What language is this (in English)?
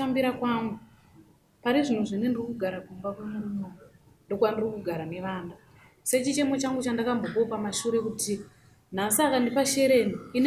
Shona